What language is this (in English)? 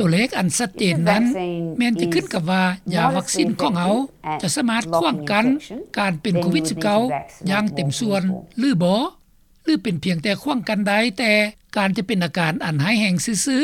Lao